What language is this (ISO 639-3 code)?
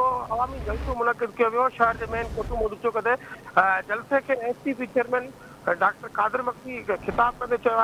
snd